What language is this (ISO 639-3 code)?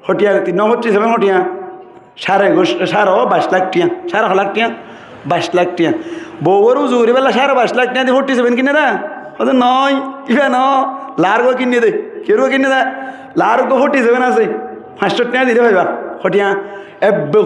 rhg